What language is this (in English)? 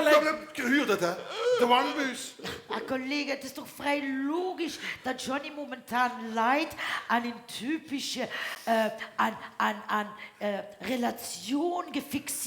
Limburgish